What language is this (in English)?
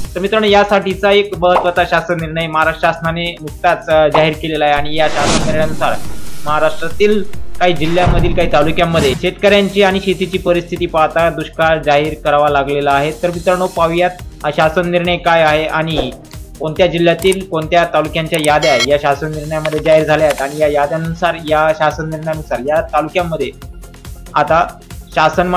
Marathi